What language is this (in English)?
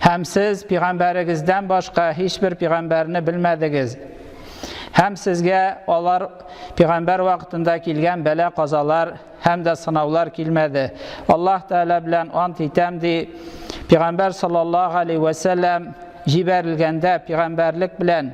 Tatar